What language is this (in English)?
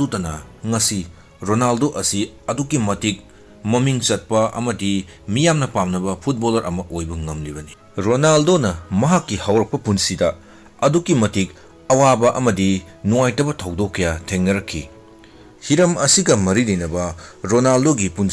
Manipuri